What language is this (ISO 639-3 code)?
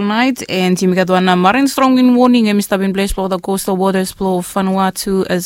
bis